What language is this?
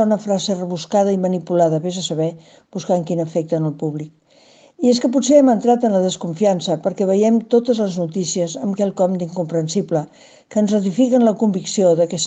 Catalan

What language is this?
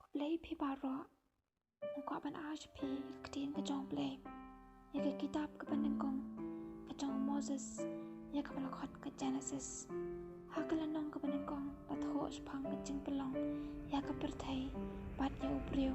Khasi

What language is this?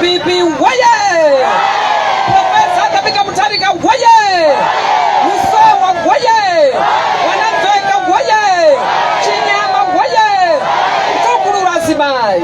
Nyanja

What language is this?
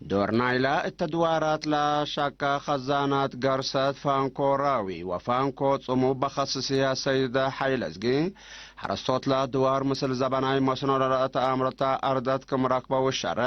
Tigre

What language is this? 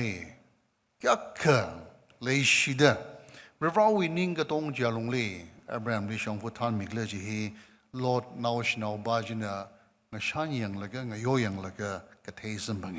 Tangkhul Naga (India)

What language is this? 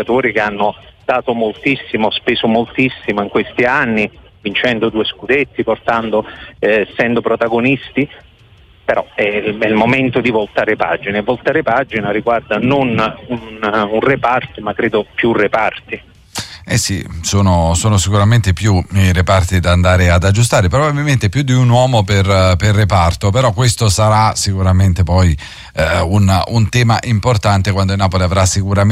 Italian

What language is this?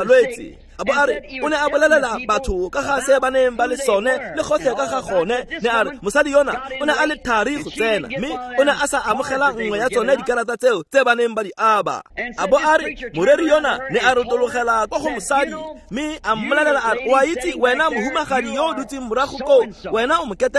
Tswana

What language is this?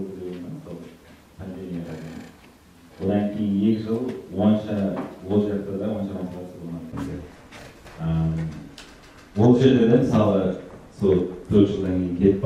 Kara-Kalpak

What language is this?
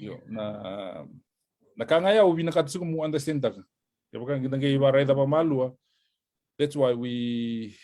Fijian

